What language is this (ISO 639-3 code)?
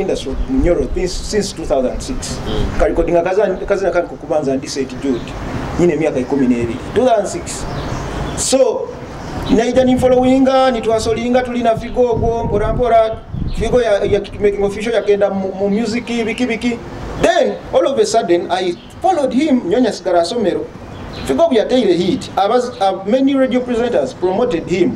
nyo